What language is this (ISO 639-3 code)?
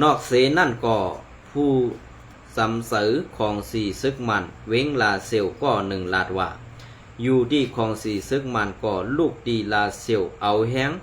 shn